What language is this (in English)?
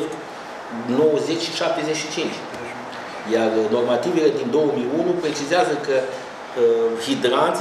Romanian